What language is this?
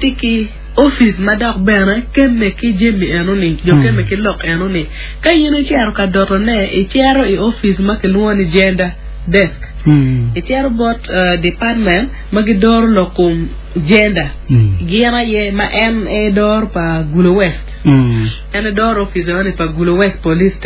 Acoli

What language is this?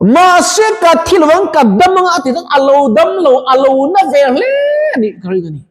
Mizo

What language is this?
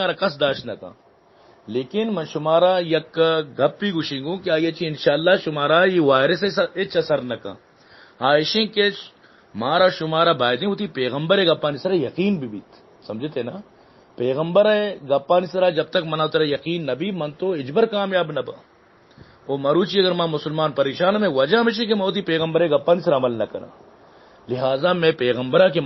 Baluchi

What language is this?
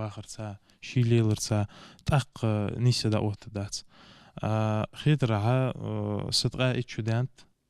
Ingush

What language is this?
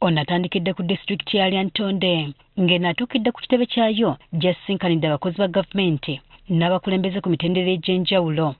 Ganda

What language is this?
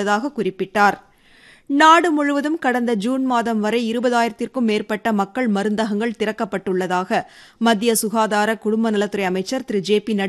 Tamil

